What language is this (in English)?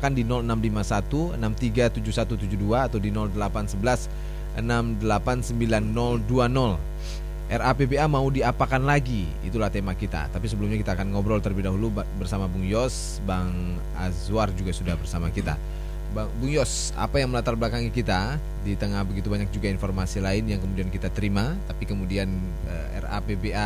Indonesian